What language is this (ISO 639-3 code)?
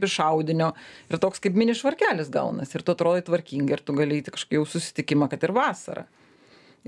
lit